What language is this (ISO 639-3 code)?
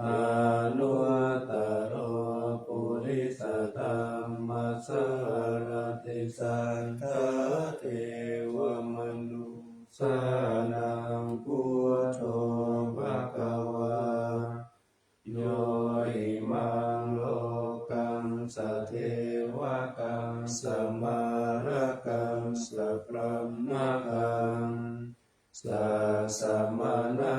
pli